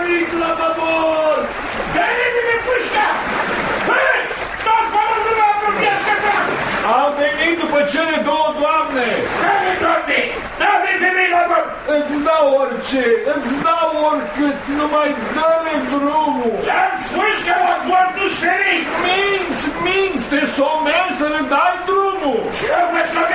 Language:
Romanian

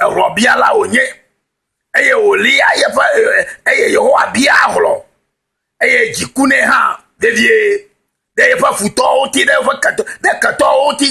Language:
Ewe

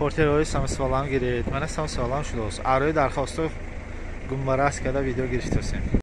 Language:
Tajik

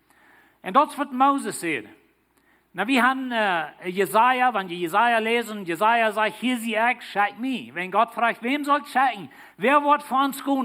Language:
Plautdietsch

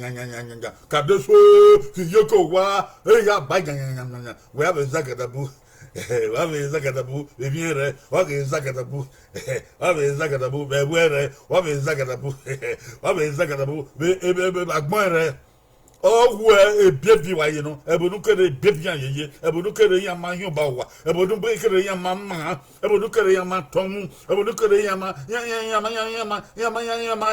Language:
Bini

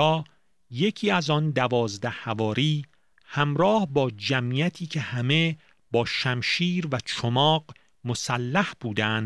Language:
Persian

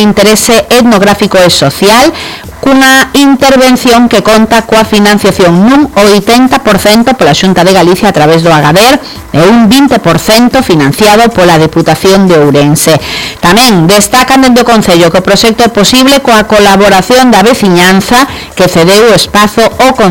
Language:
Galician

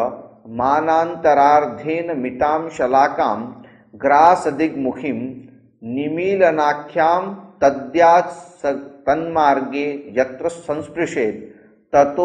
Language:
Sanskrit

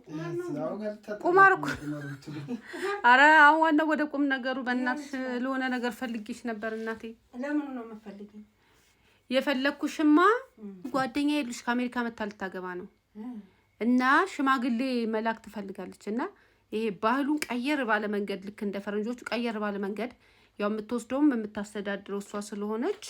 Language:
Amharic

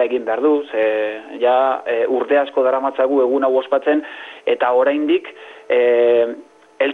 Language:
Basque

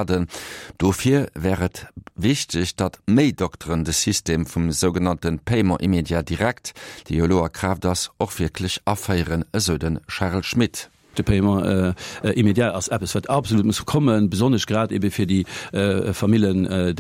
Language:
Luxembourgish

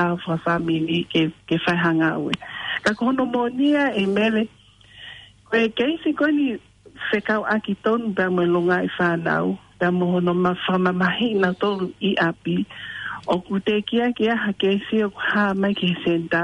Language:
Tongan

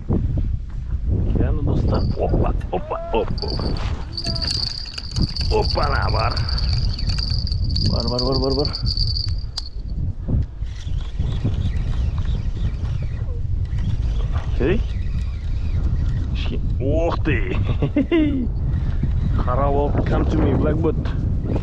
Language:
Kazakh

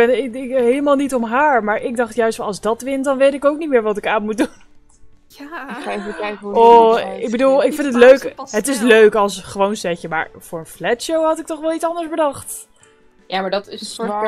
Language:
Dutch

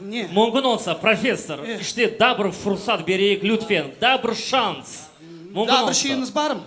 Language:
Crimean Tatar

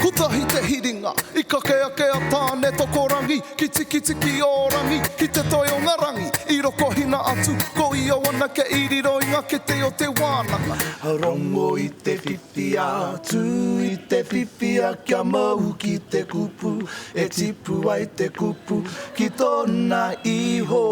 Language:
Māori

